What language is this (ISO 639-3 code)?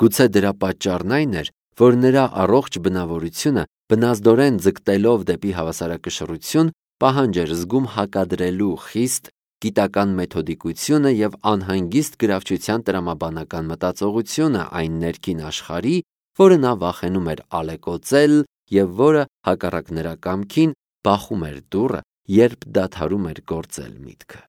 hye